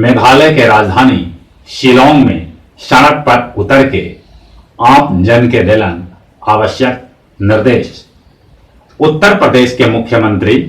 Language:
Magahi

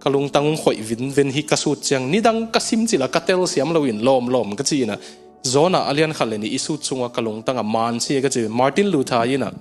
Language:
Tedim Chin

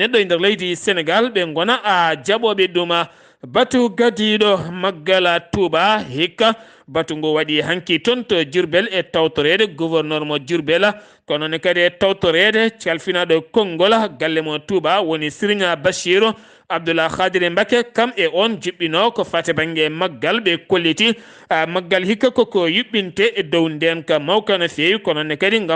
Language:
Fula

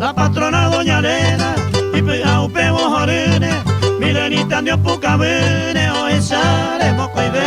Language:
Guarani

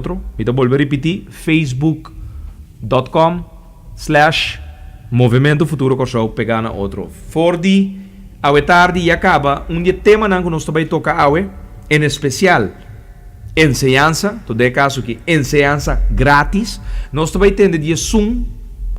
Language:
Papiamento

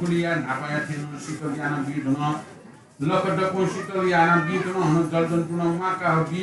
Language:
Newari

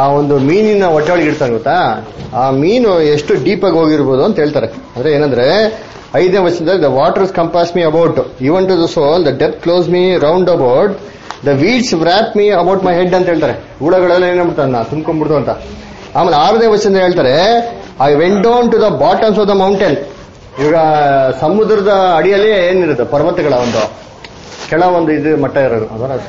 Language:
Kannada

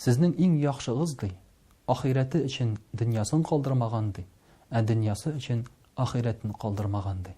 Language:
Tatar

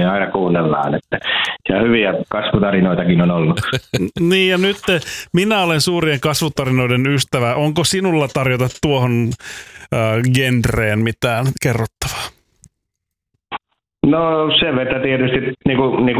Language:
Finnish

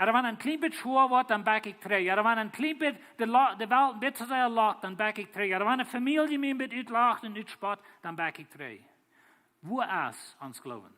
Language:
Plautdietsch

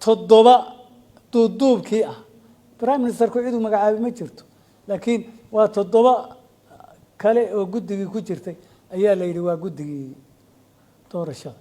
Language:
Somali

